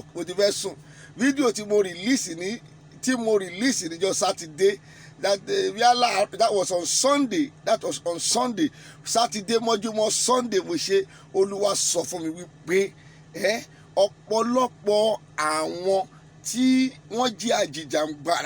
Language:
Yoruba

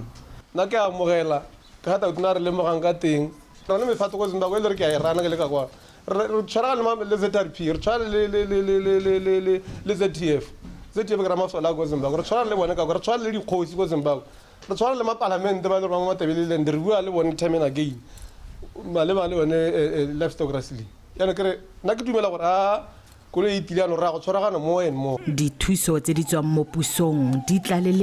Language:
Tswana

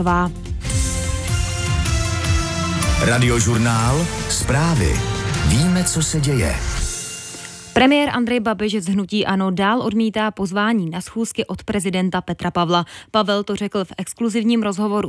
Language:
Czech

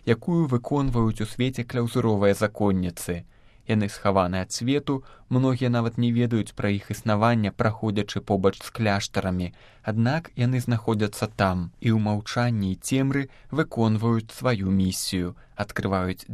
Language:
Belarusian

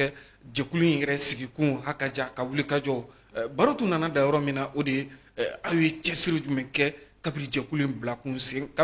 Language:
Bambara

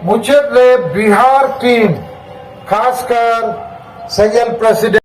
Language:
Santali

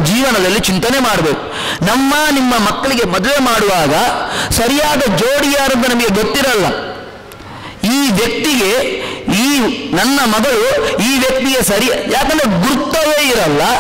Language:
Kannada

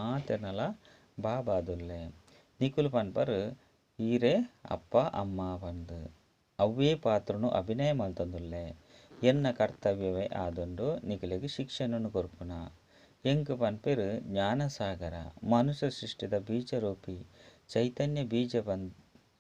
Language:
Tulu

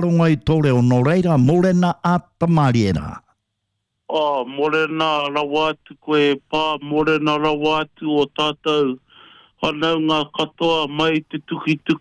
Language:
Māori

